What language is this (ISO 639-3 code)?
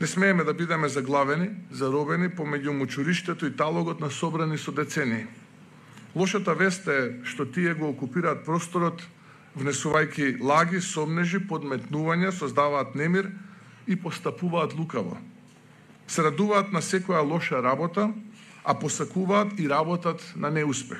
mkd